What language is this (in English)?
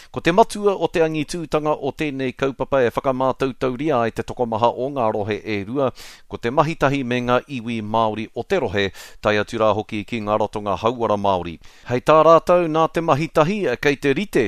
Māori